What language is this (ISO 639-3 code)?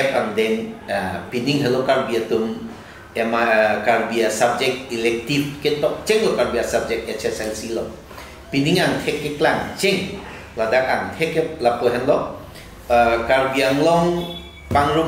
mjw